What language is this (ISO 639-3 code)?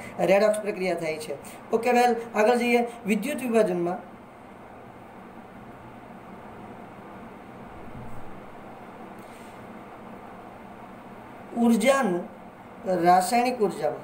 guj